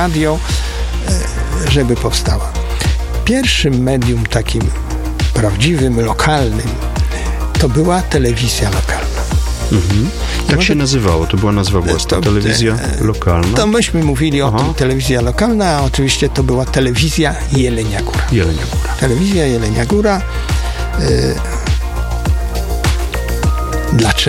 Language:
Polish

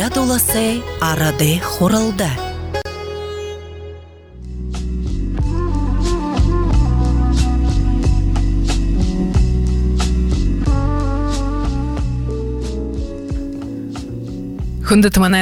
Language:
Buriat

